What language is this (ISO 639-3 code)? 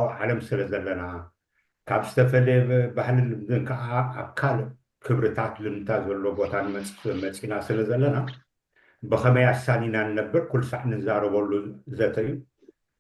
tir